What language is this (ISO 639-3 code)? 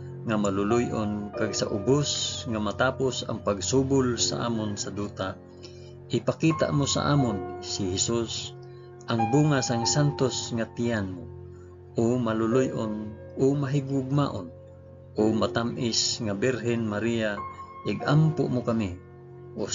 hil